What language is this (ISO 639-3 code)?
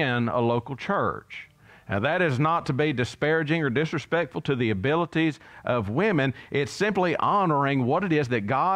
eng